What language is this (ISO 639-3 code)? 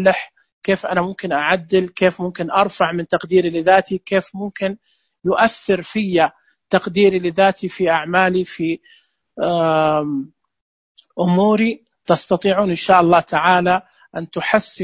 ars